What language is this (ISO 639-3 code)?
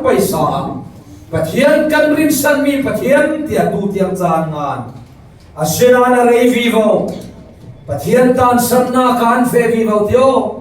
cfm